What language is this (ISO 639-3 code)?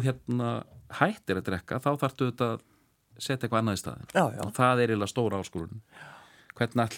isl